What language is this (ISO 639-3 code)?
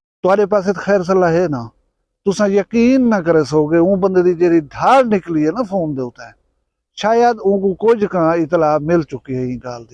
skr